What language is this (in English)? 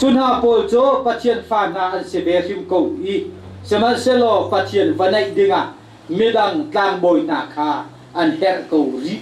Hakha Chin